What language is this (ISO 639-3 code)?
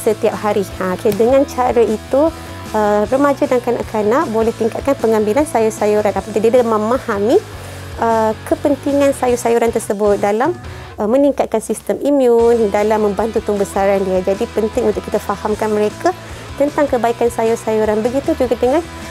msa